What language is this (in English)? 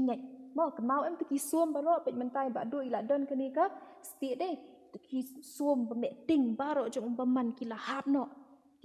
Khasi